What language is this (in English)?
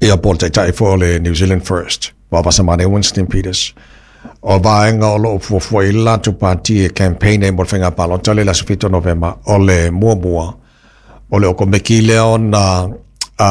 Samoan